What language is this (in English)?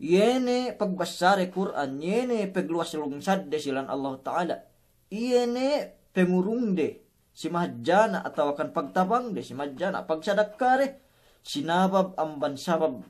Yakan